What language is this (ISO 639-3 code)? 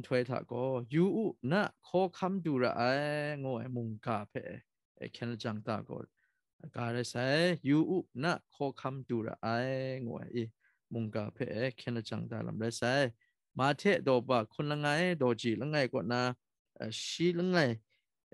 kac